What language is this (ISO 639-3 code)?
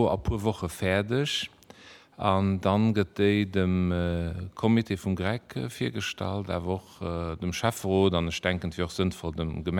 ltz